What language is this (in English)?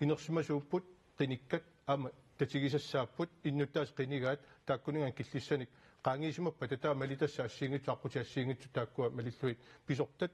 Kalaallisut